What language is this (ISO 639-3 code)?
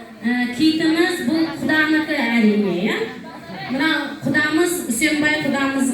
kaz